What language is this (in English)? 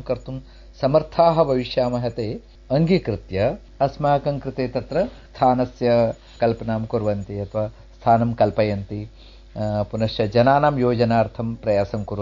Sanskrit